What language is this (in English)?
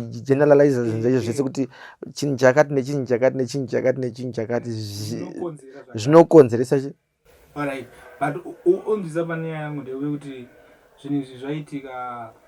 Shona